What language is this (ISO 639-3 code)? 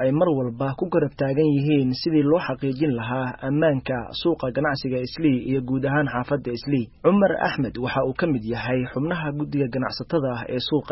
som